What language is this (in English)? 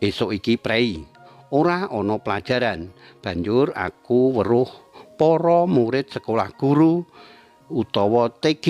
Javanese